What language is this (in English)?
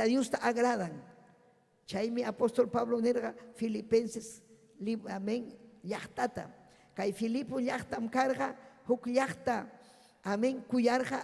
Ayacucho Quechua